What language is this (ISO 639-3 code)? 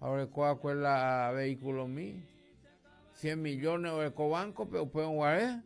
grn